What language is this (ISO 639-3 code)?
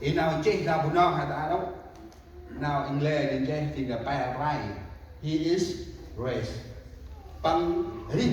cmo